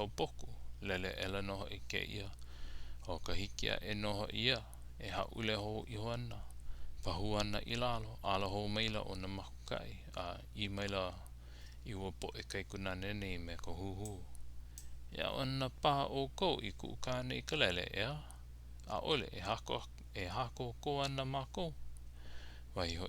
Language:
Hawaiian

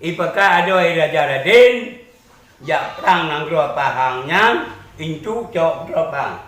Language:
Achinese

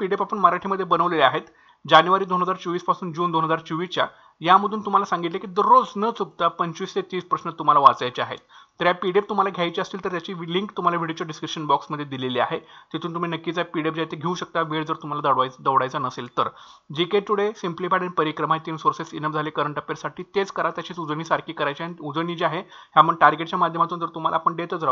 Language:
Marathi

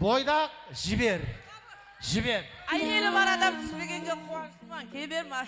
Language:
Kara-Kalpak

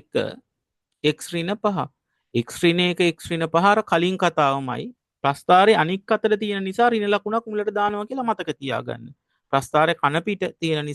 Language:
Sinhala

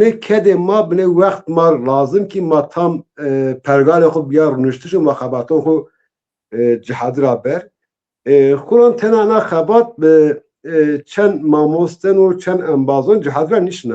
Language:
Zaza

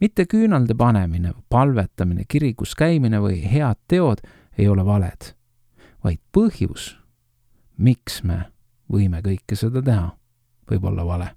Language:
Estonian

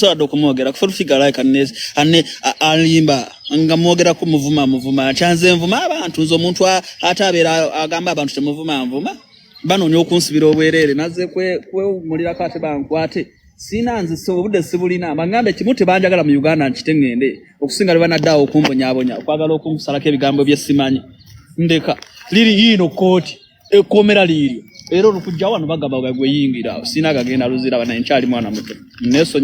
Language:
Ganda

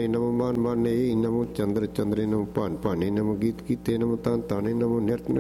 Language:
Punjabi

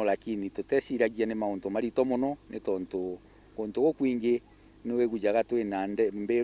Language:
Meru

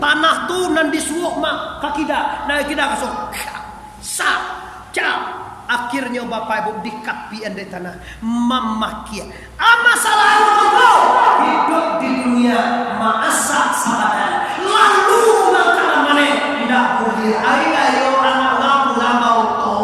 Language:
Minangkabau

